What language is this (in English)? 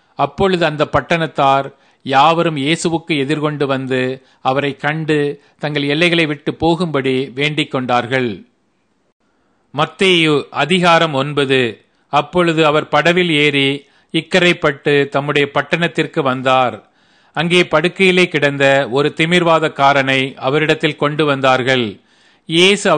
Tamil